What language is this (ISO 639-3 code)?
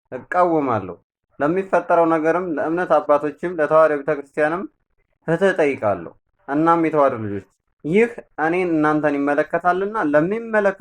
amh